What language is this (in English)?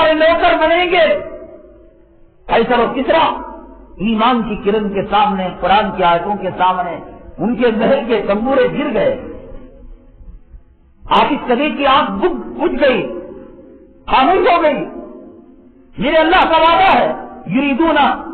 Urdu